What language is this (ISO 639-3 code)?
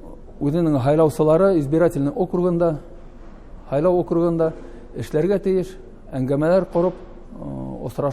bak